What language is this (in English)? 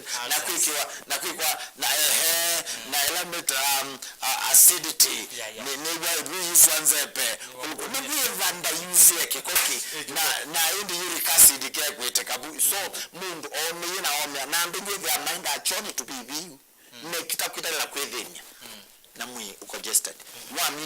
Kamba